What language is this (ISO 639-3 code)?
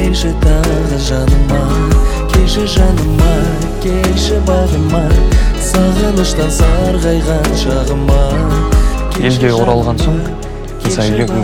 kaz